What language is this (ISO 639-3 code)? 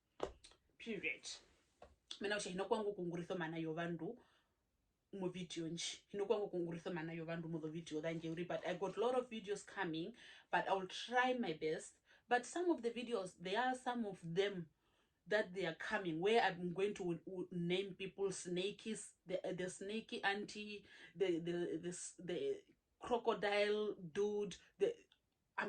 her